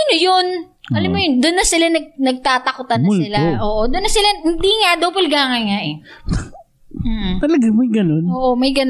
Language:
Filipino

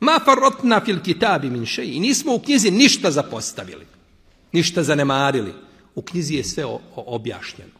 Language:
Bosnian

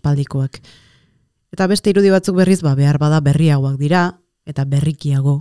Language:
Basque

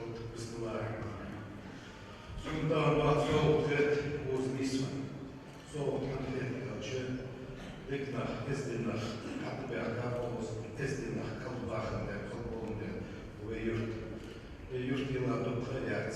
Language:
Ingush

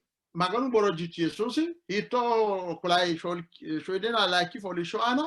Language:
Sidamo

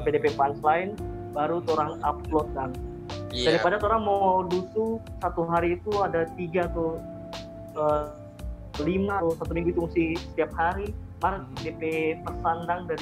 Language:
Manado Malay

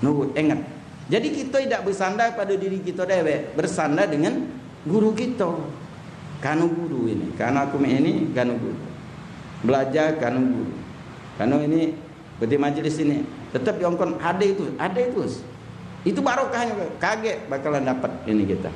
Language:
Musi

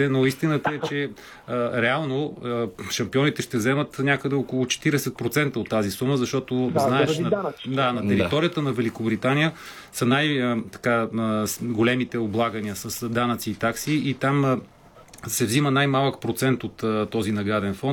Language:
Bulgarian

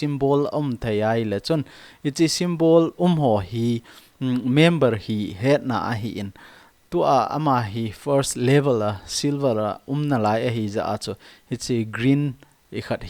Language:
Thado Chin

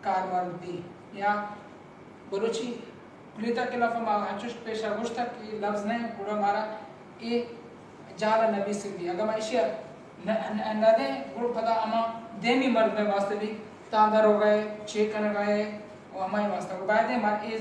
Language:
Baluchi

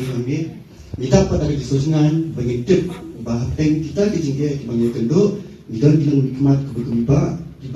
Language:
Khasi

